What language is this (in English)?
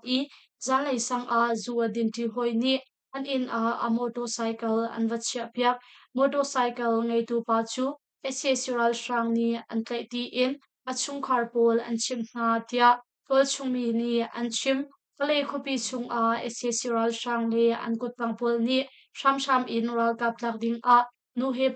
Hakha Chin